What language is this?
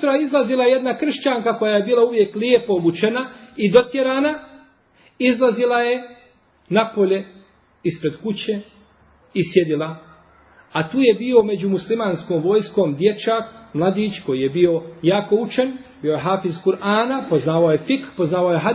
Bosnian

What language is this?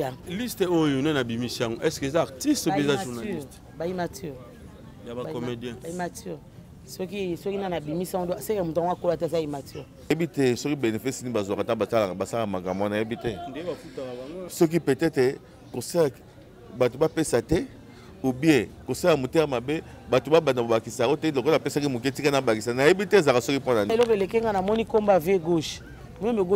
Lingala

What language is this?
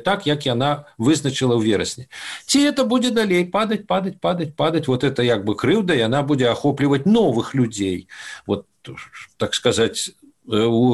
Belarusian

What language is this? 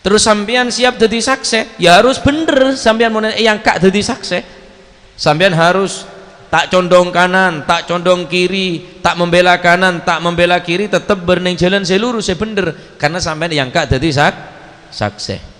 Madurese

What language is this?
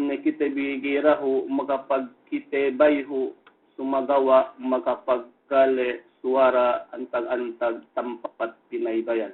Yakan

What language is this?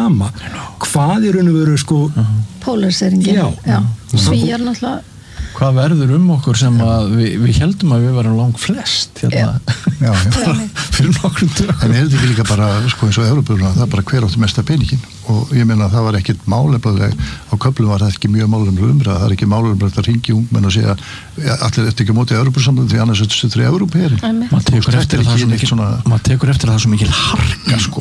Icelandic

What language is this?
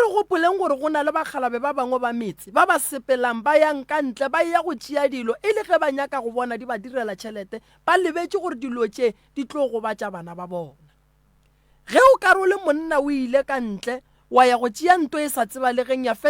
Northern Sotho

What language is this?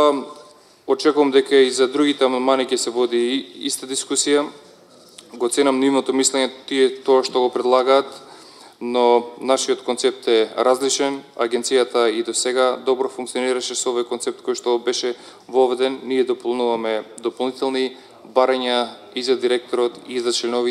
Macedonian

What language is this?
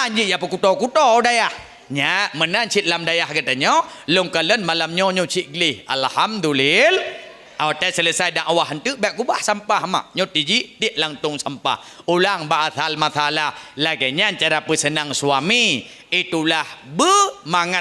Achinese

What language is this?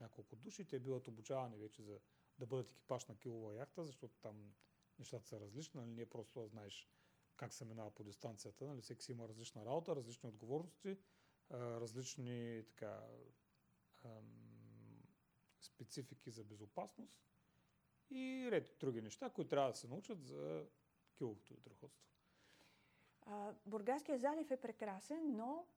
Bulgarian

